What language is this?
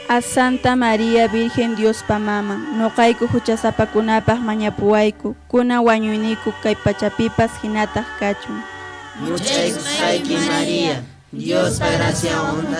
Quechua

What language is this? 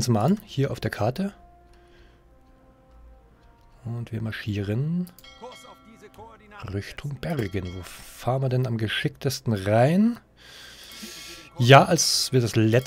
German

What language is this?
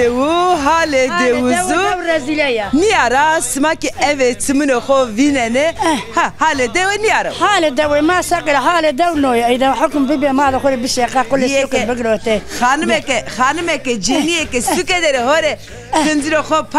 Zaza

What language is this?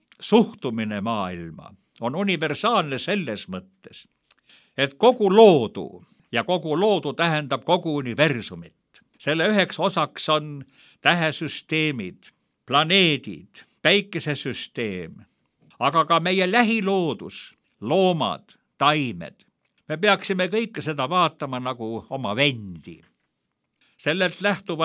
Estonian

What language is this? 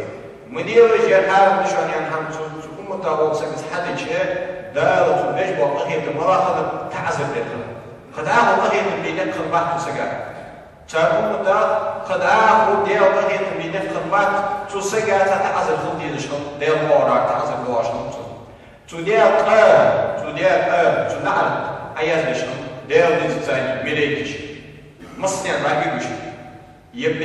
Ingush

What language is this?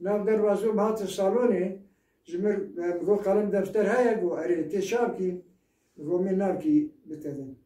Kurdish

